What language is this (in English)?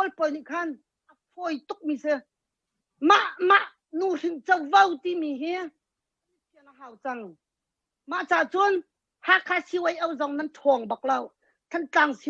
Hakha Chin